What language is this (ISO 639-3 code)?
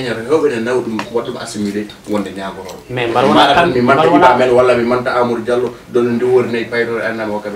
ful